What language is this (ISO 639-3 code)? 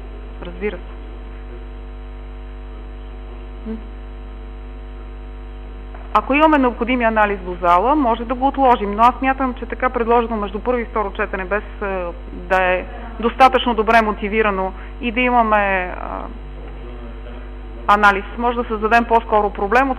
bul